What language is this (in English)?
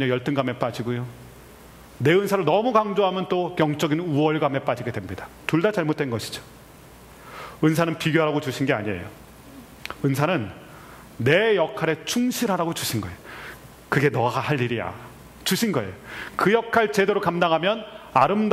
Korean